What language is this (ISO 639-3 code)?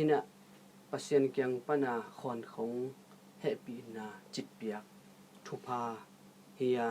ctd